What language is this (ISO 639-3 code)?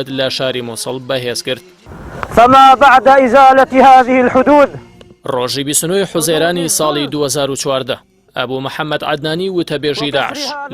ckb